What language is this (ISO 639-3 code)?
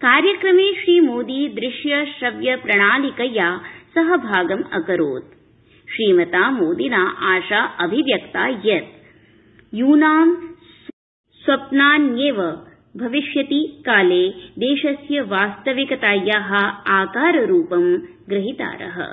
san